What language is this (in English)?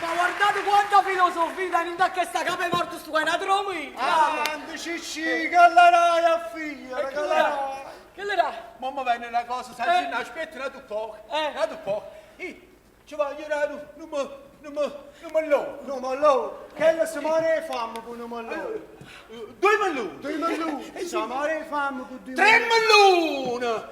Neapolitan